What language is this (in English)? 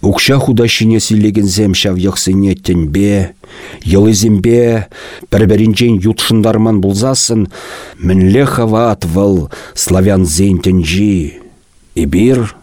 Chuvash